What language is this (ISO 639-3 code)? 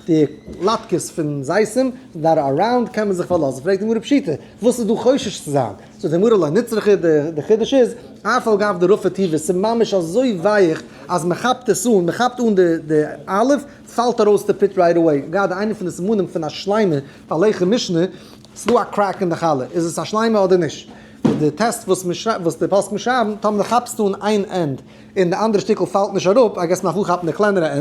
yid